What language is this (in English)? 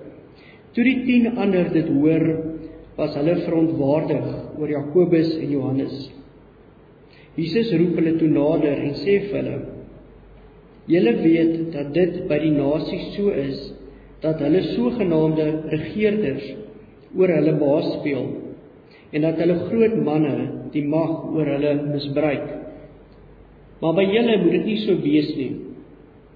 Afrikaans